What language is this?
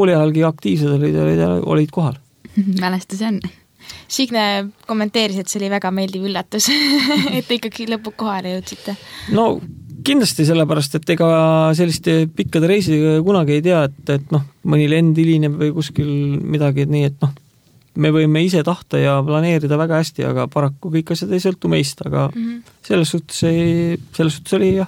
Estonian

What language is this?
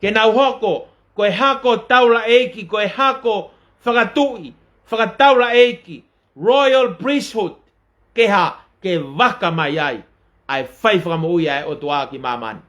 Tongan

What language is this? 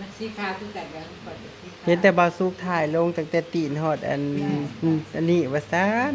Northeastern Thai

